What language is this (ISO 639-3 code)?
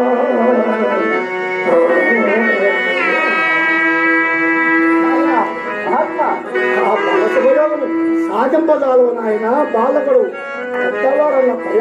tel